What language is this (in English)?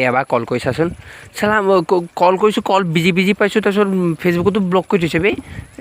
Assamese